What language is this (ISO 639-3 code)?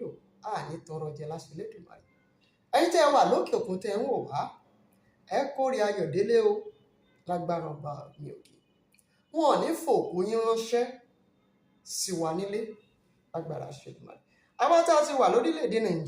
yor